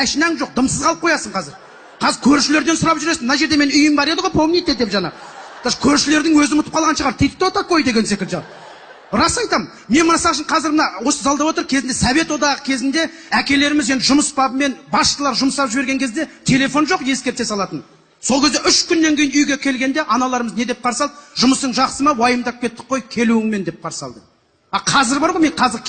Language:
Kazakh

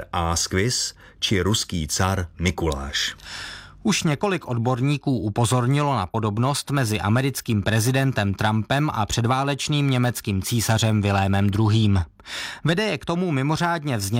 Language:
Czech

